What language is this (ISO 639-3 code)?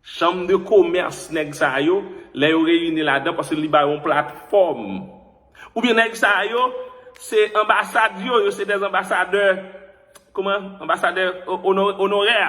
hat